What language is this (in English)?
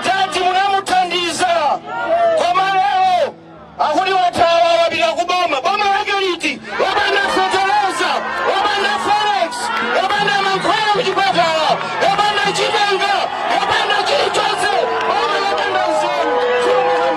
Nyanja